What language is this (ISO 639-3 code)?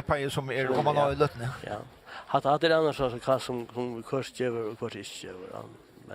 fao